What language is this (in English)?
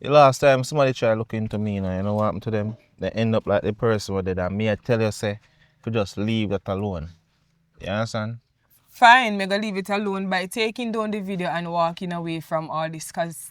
Jamaican Creole English